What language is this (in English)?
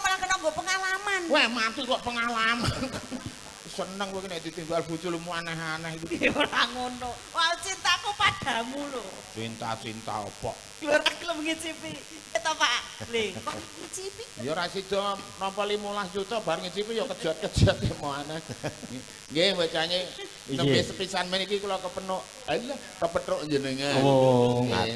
Javanese